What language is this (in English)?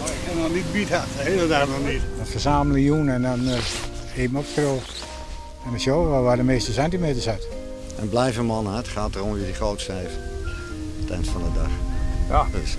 Western Frisian